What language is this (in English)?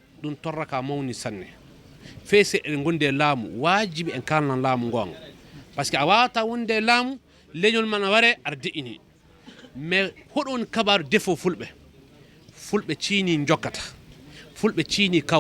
Fula